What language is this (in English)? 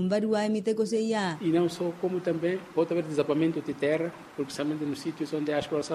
Makhuwa